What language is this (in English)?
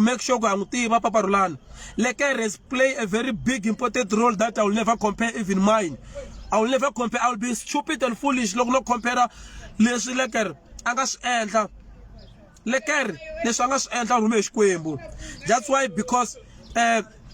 Tsonga